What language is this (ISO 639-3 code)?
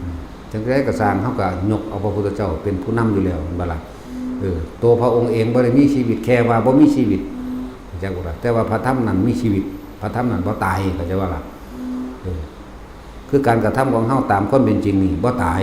tts